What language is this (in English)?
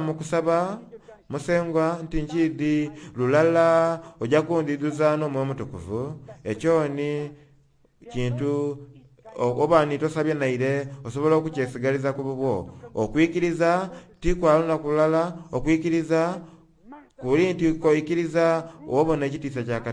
Soga